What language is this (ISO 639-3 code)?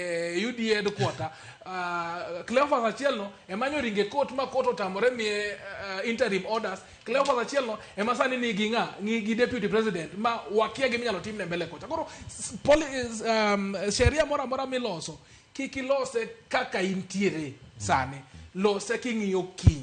luo